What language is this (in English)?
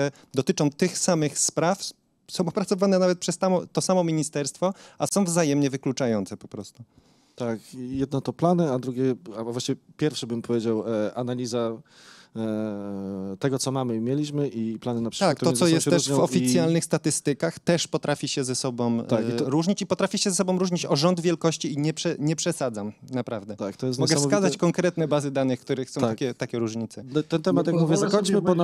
Polish